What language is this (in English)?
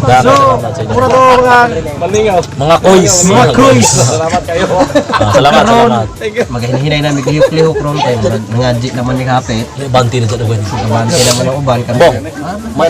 Cebuano